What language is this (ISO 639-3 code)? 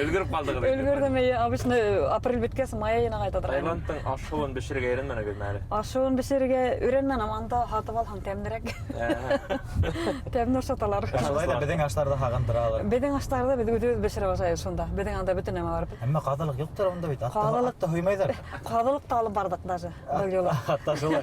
bak